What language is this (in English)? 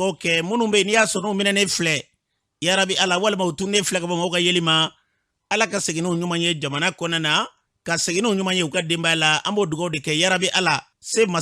Bambara